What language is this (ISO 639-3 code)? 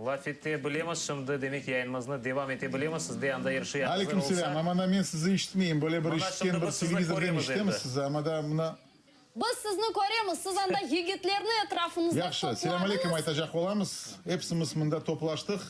crh